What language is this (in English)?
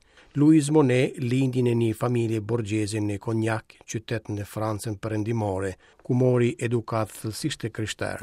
Albanian